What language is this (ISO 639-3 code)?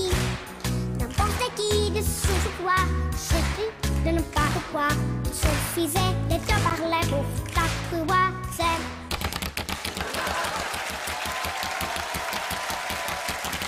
rus